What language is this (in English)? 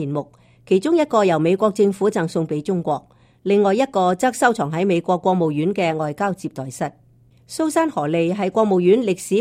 Cantonese